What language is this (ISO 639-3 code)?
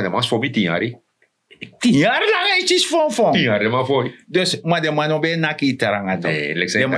srn